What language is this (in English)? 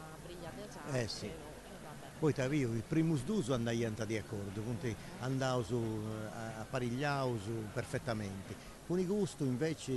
Sardinian